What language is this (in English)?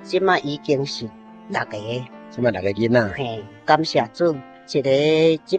Min Nan Chinese